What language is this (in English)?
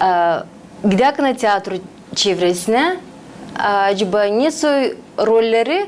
Gagauz